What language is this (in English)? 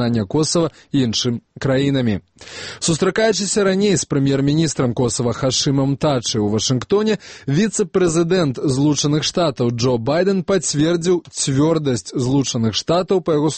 Belarusian